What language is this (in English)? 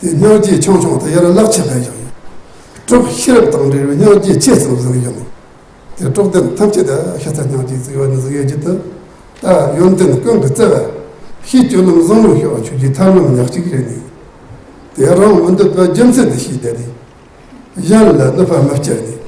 Tibetan